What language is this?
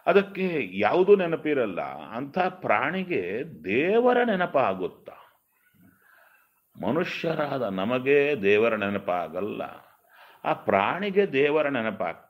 Kannada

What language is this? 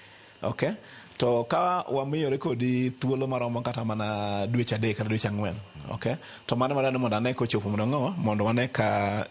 Luo (Kenya and Tanzania)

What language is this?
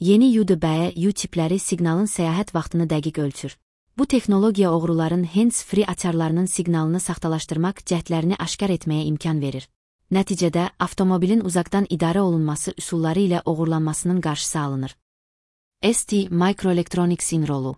Azerbaijani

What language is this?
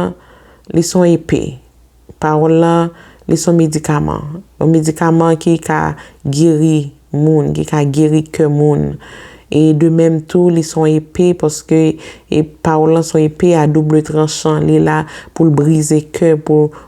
Haitian Creole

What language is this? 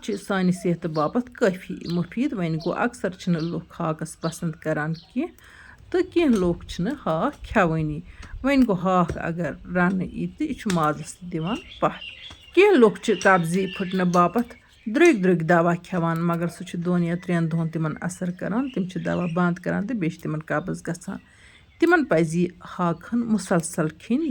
Kashmiri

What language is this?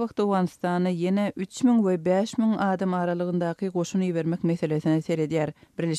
Turkmen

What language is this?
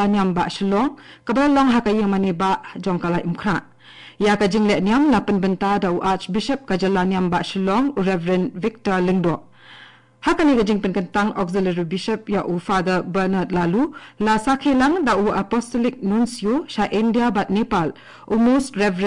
Khasi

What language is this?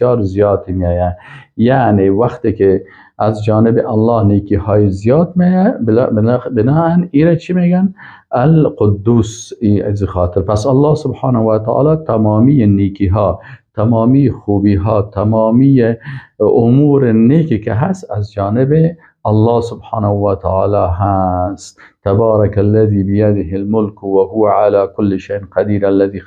Persian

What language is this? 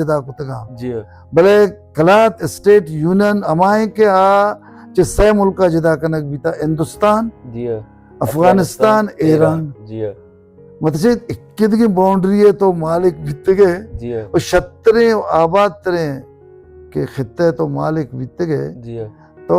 Baluchi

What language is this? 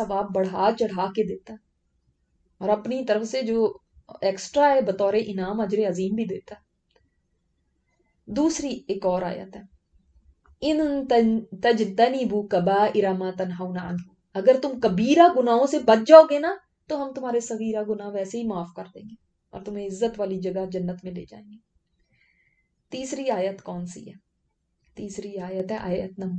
Urdu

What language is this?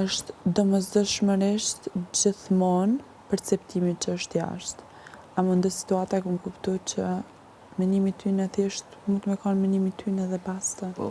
Albanian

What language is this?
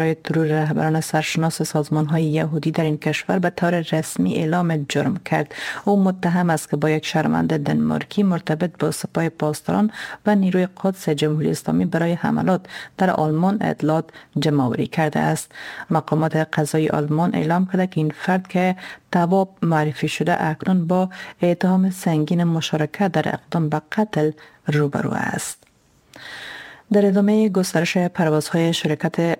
Persian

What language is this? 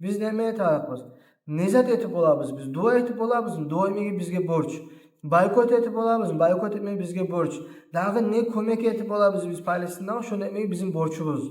Kumyk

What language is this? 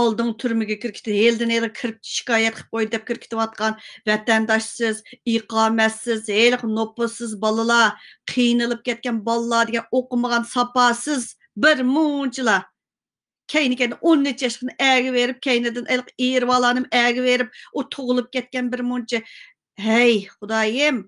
Uyghur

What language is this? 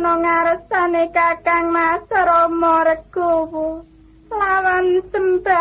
Javanese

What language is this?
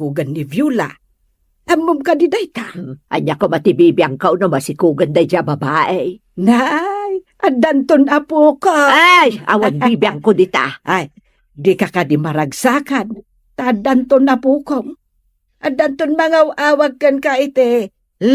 Iloko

